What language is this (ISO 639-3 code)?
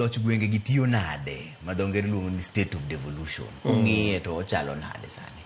luo